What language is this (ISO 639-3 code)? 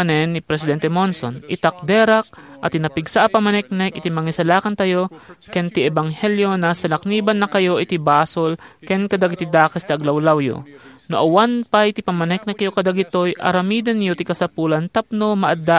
ilo